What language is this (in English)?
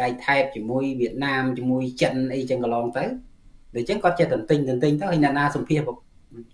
Khmer